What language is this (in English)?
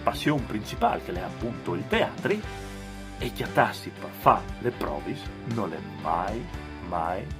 Friulian